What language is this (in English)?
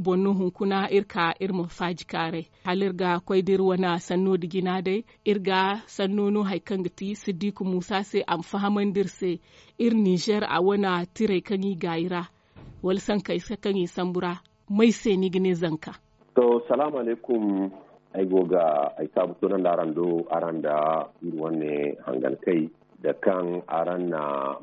Zarma